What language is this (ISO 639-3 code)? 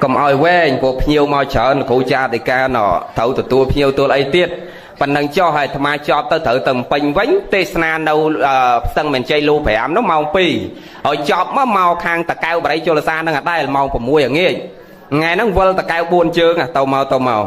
khm